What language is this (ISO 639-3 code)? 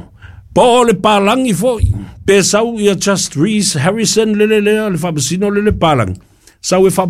smo